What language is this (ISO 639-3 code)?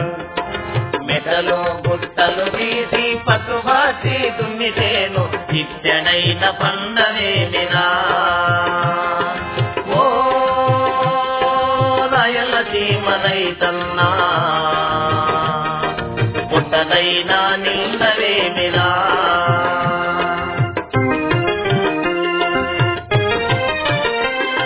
tel